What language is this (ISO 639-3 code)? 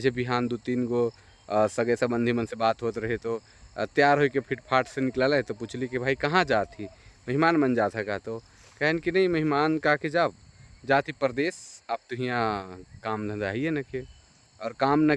sck